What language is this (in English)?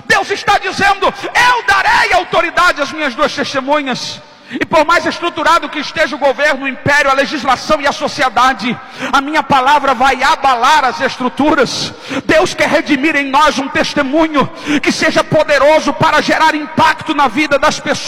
Portuguese